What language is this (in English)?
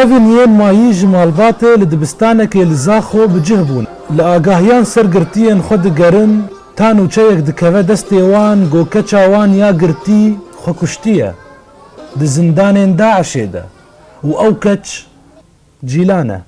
Kurdish